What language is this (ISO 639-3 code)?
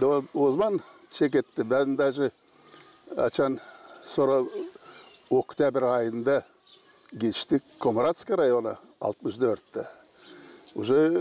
gag